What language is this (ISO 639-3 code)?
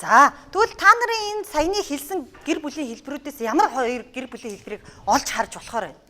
mon